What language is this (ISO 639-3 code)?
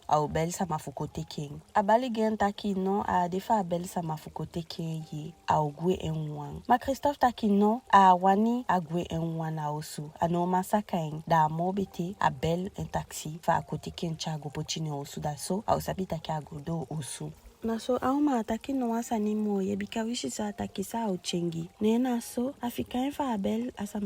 djk